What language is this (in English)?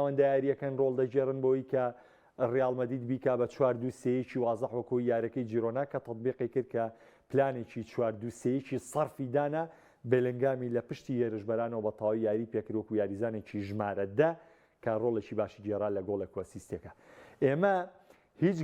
Central Kurdish